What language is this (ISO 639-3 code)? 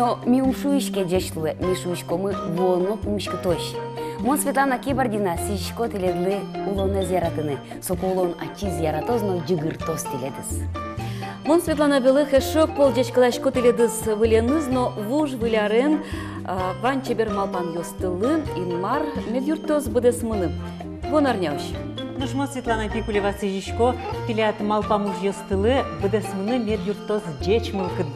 udm